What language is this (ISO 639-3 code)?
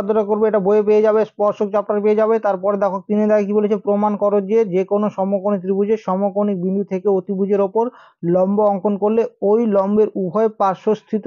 ben